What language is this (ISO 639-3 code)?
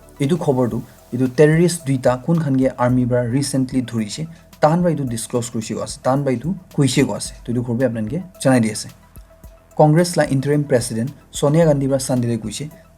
nag